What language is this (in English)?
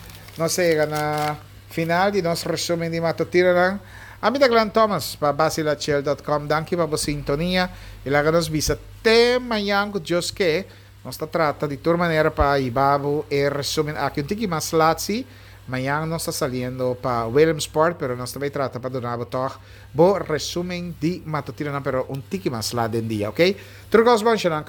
Papiamento